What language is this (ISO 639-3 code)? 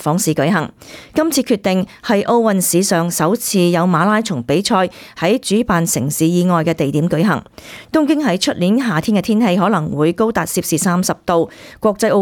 yue